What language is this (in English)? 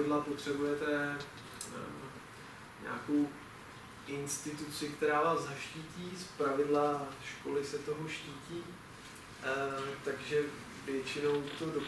Czech